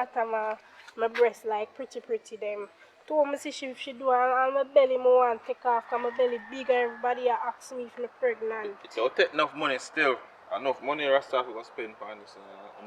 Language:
Jamaican Creole English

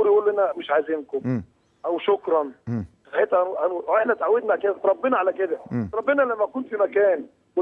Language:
Egyptian Arabic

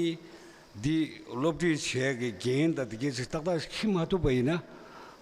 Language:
Tibetan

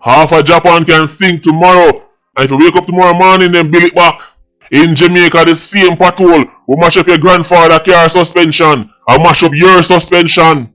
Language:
Jamaican Creole English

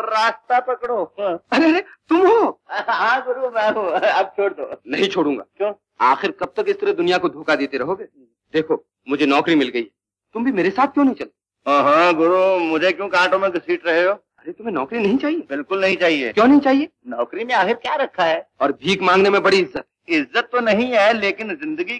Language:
Hindi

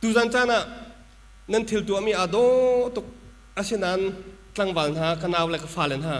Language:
Hakha Chin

